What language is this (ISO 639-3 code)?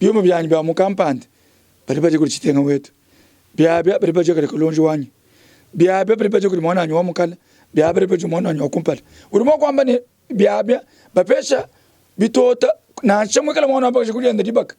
lua